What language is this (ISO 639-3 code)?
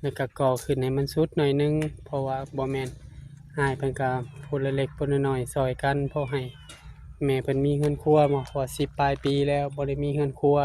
tts